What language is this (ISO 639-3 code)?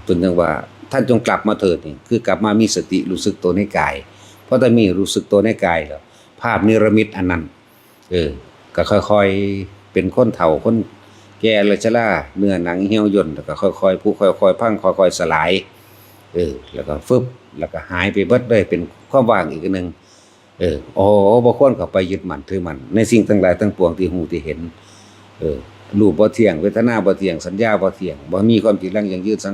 tts